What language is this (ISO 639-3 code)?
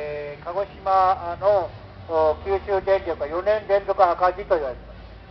jpn